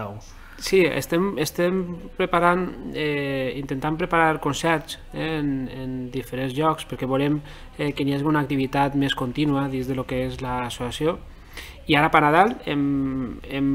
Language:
Catalan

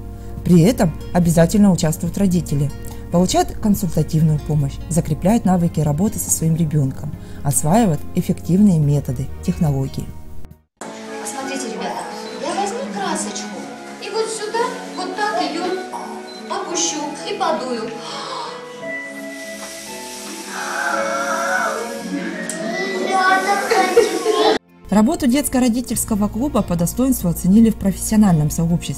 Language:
Russian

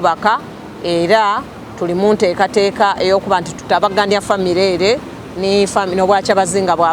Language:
Soga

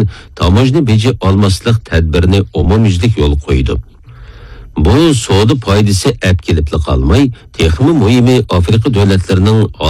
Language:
Uyghur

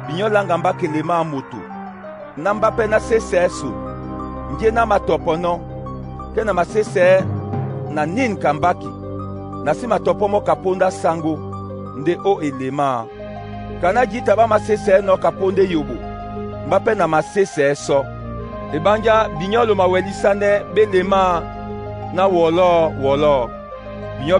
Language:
Duala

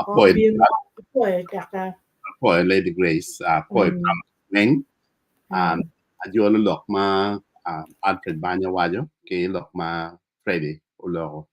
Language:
Acoli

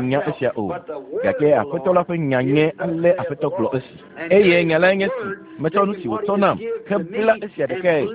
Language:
Ewe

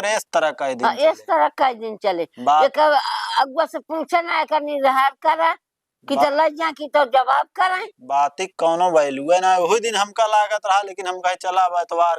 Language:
Awadhi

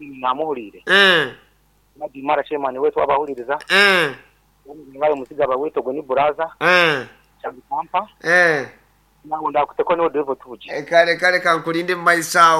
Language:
Nyoro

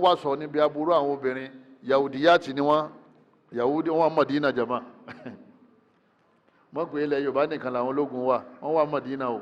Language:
Yoruba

